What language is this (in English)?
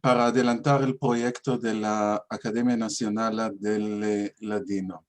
Ladino